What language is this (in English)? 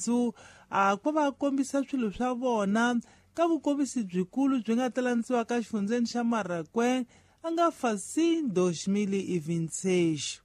Tsonga